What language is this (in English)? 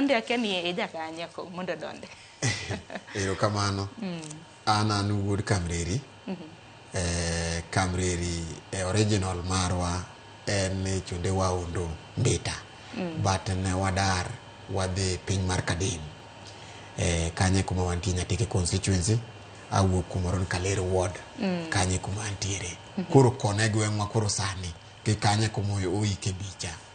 Luo (Kenya and Tanzania)